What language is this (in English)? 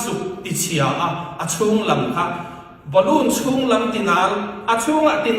Falam Chin